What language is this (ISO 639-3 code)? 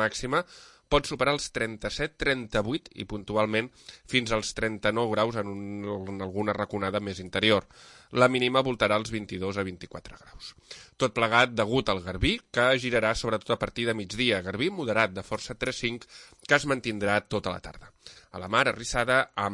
cat